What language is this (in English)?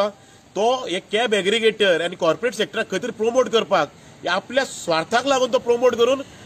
Konkani